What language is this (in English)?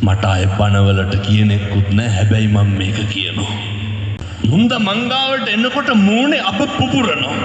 Sinhala